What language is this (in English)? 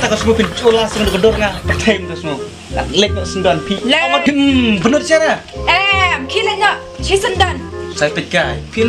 Khasi